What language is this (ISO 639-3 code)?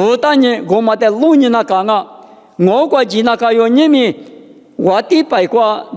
lis